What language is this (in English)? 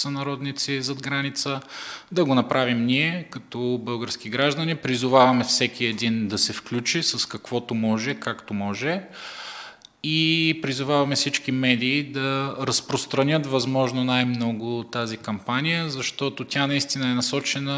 Bulgarian